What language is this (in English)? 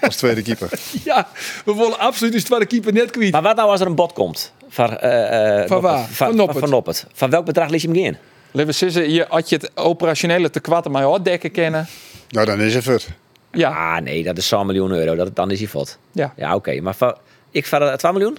Western Frisian